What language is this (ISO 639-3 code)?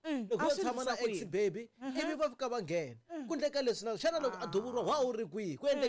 tso